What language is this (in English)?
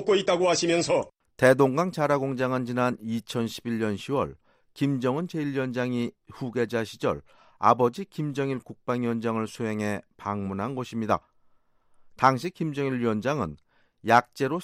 Korean